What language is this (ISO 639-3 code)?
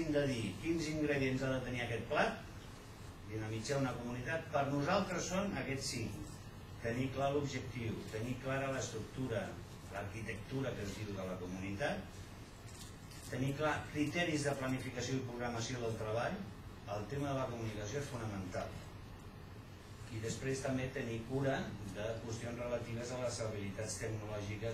cat